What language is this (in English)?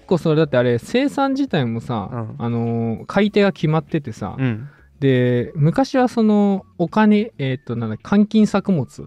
Japanese